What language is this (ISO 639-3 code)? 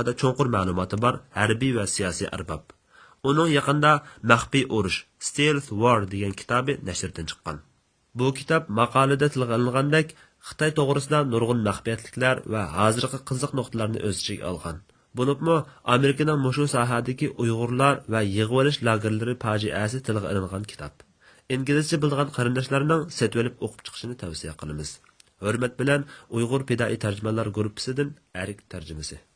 uig